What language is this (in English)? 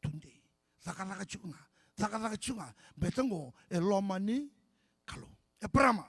Fijian